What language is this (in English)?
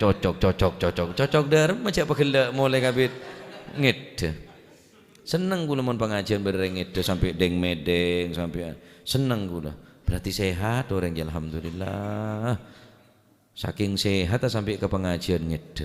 Madurese